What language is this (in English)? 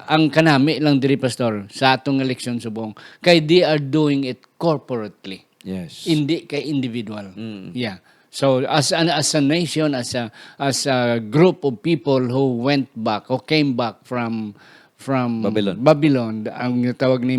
Hiligaynon